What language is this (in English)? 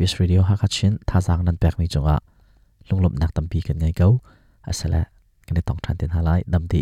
Hakha Chin